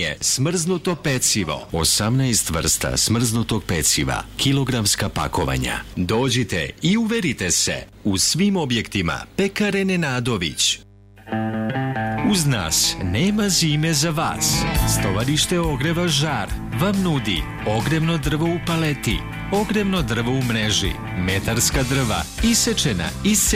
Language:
Serbian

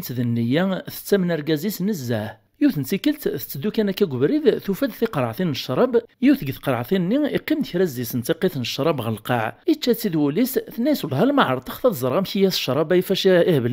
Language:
Kabyle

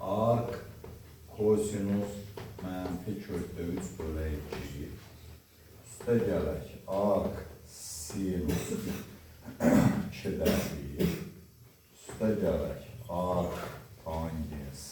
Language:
Azerbaijani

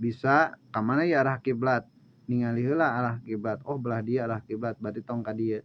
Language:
Sundanese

